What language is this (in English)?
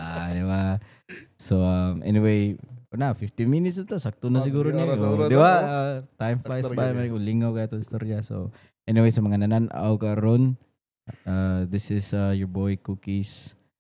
Cebuano